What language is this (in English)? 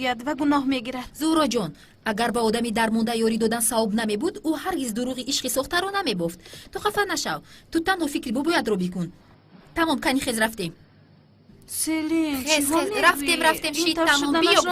Tajik